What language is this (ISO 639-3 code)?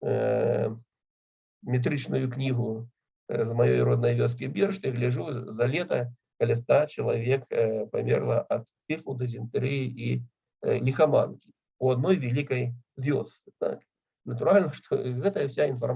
bel